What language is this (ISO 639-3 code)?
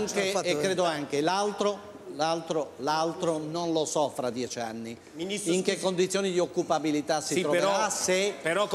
ita